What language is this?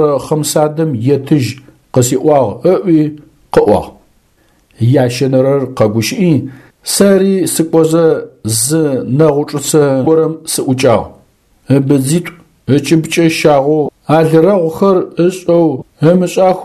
Adyghe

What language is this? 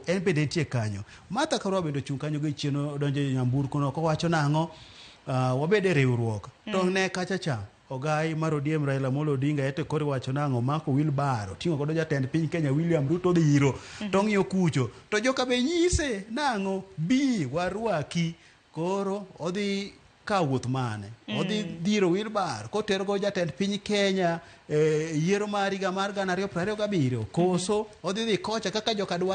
Luo (Kenya and Tanzania)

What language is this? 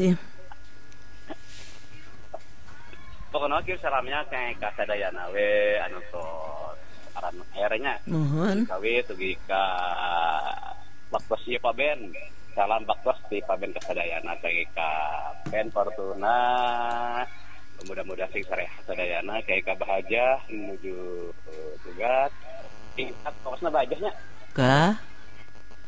Sundanese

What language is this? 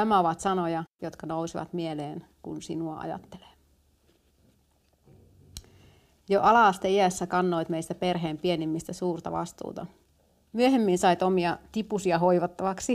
Finnish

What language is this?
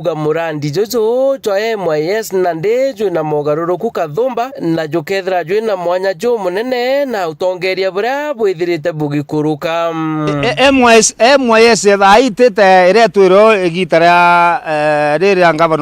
Meru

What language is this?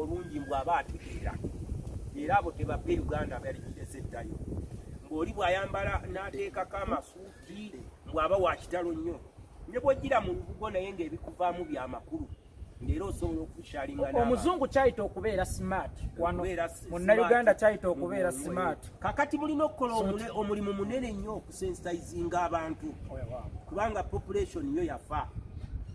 Ganda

